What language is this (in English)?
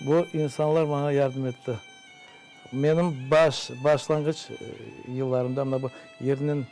Crimean Tatar